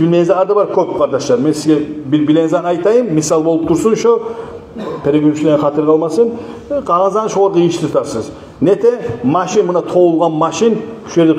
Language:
Kumyk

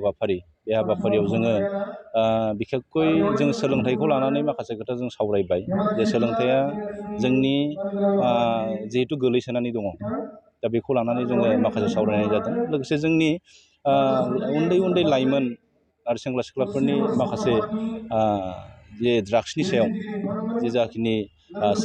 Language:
Bodo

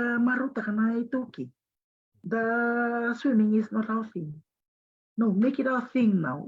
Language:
Fijian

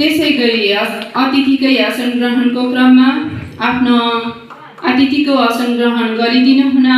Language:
Nepali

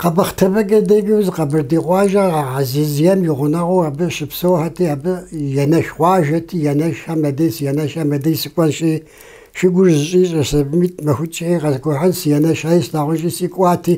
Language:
Kabardian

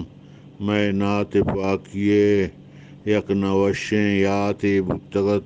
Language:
Eastern Balochi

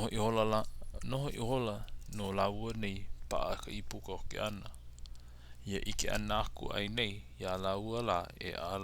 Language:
Hawaiian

